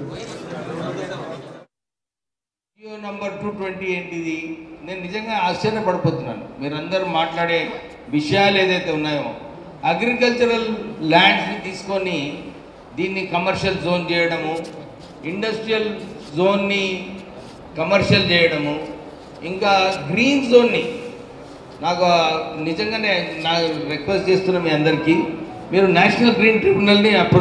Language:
Telugu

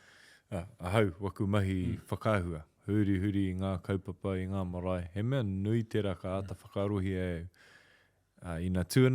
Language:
Māori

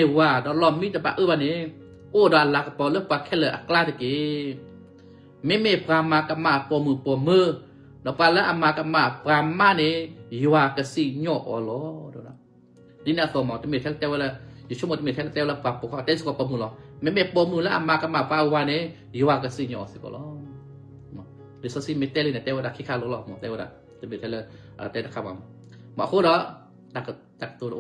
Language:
S'gaw Karen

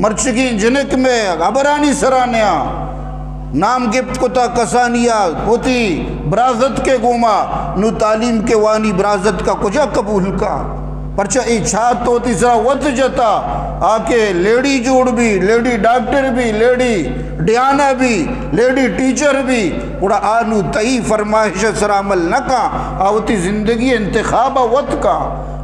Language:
Eastern Balochi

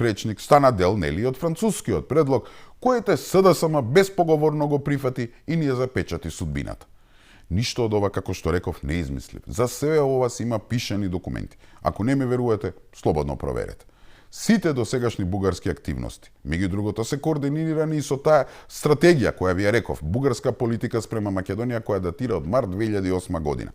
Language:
Macedonian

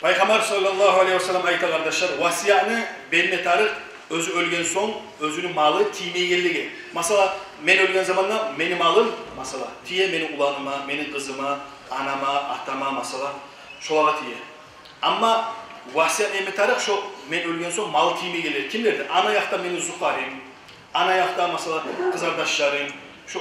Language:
Kumyk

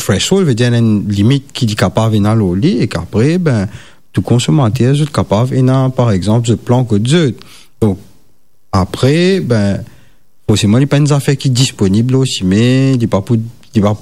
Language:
Morisyen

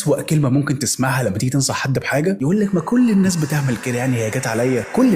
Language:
Egyptian Arabic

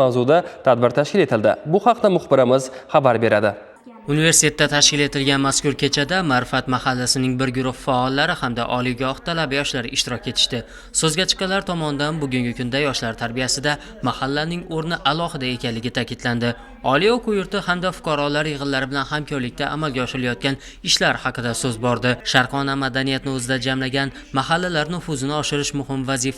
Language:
Uzbek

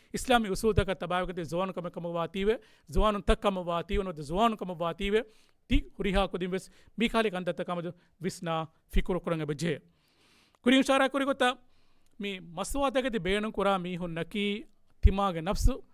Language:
Divehi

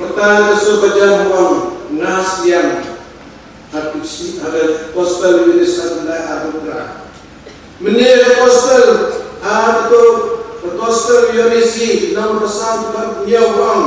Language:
Khasi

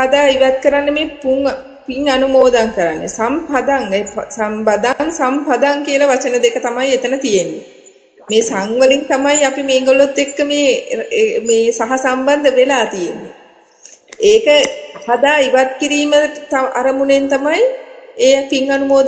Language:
Sinhala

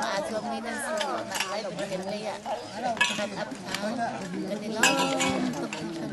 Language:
Hakha Chin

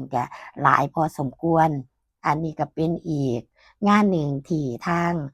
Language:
Northeastern Thai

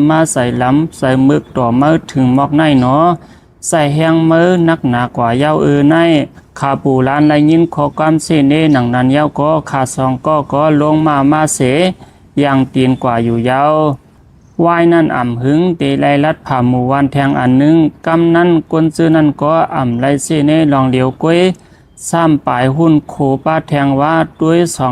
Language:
Shan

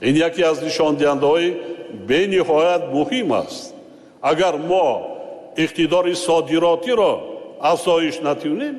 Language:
Tajik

